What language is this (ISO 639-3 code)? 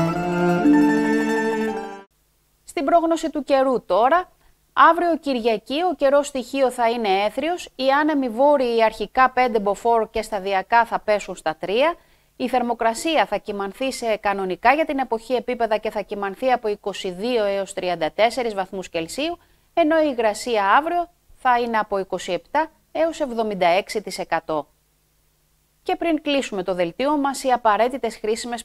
ell